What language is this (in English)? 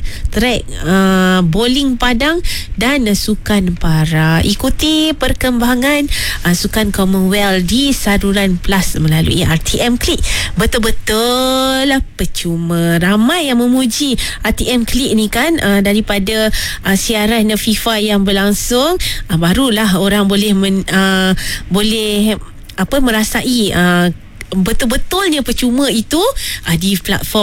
Malay